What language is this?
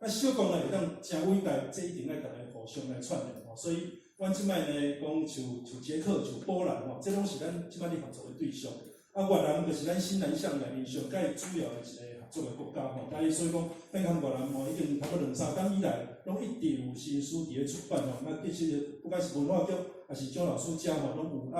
Min Nan Chinese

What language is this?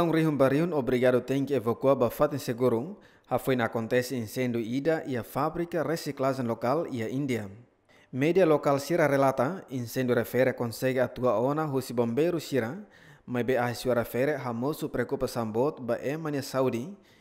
Tetum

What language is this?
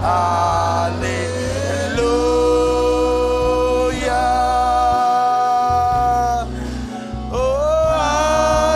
Marshallese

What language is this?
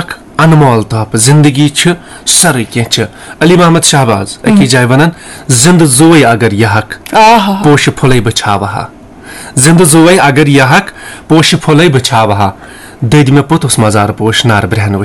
Kashmiri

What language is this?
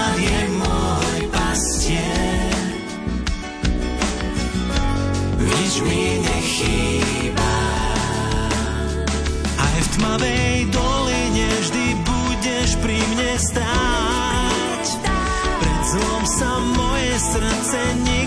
Slovak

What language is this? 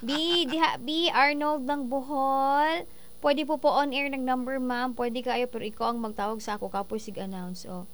Cebuano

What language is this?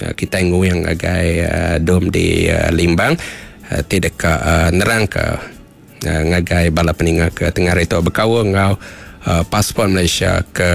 Iban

